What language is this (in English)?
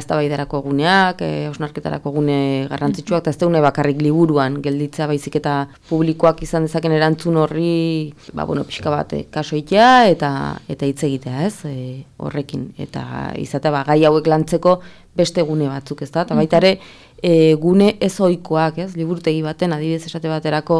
Basque